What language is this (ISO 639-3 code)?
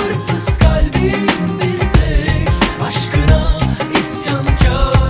tur